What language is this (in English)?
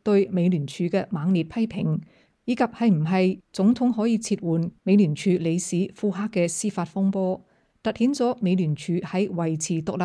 Cantonese